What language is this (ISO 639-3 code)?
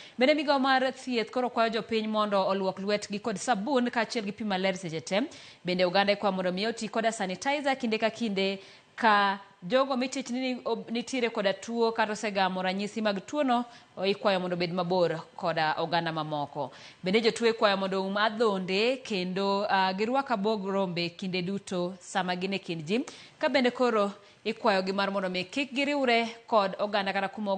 luo